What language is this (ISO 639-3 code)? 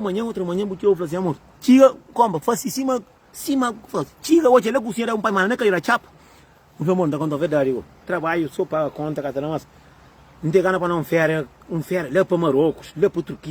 kea